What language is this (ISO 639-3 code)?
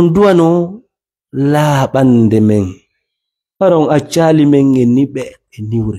ful